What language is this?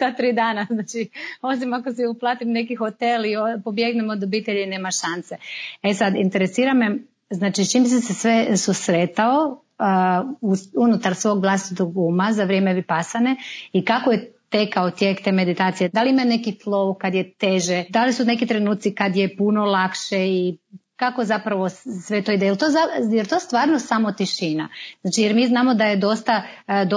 Serbian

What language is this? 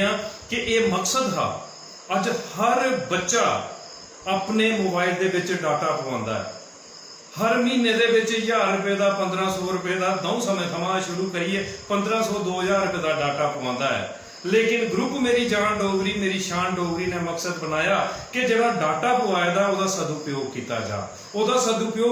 Dogri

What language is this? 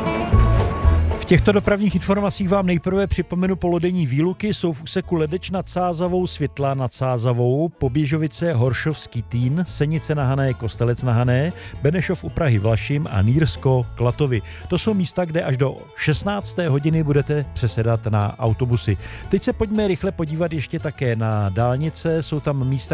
Czech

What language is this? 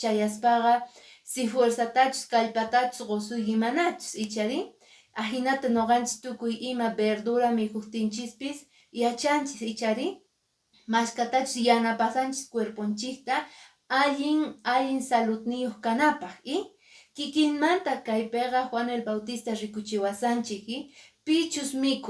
Quechua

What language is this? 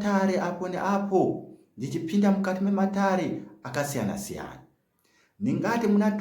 Shona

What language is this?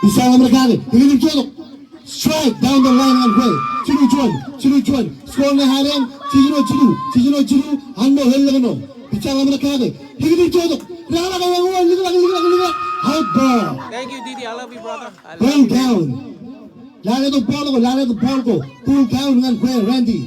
Marshallese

